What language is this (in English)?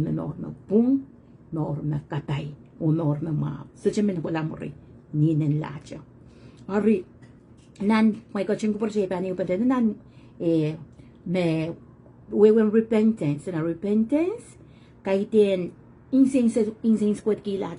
Pohnpeian